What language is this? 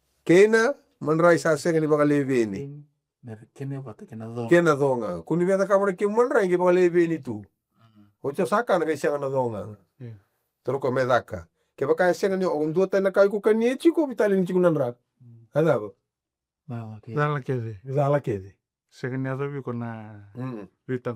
Fijian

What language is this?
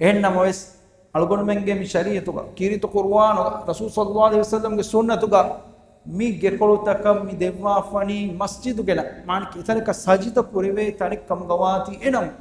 Divehi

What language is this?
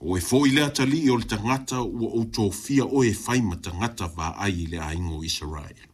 Samoan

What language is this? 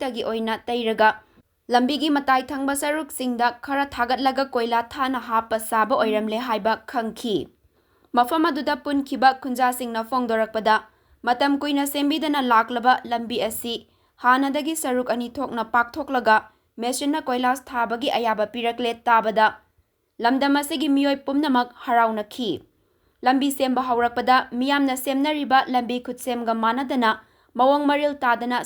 Manipuri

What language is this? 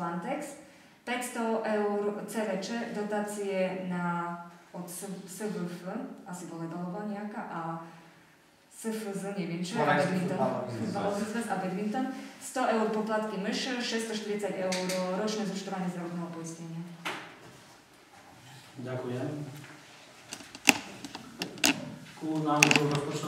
Slovak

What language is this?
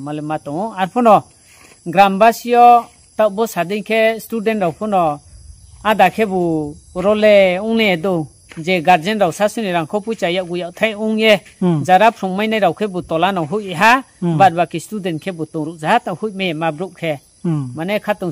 Riang (India)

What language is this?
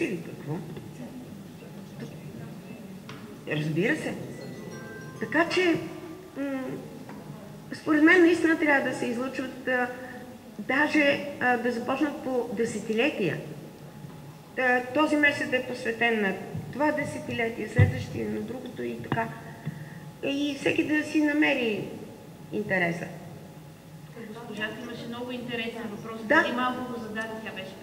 Bulgarian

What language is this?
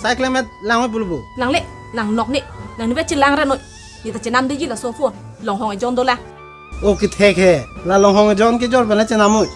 Karbi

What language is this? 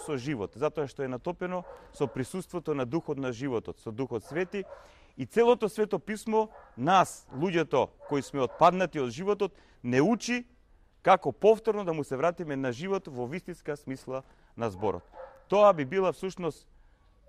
Macedonian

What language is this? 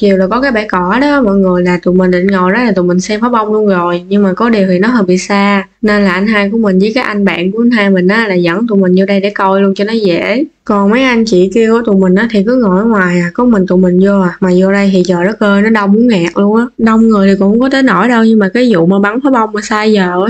Vietnamese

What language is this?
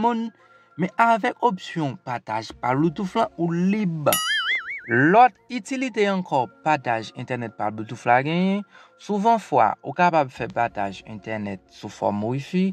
Haitian Creole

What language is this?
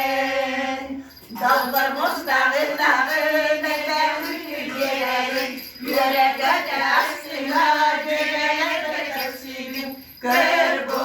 Yakut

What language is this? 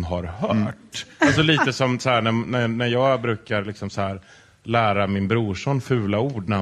Swedish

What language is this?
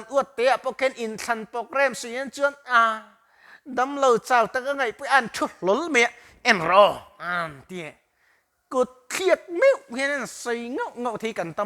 Mizo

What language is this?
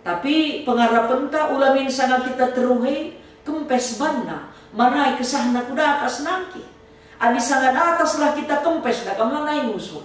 Batak Karo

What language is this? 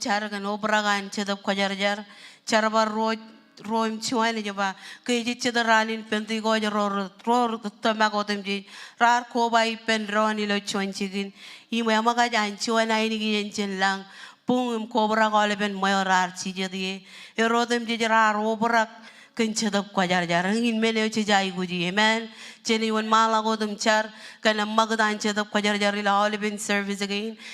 Marshallese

